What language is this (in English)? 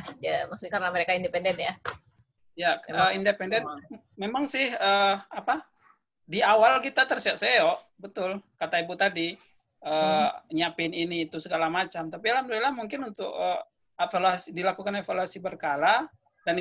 Indonesian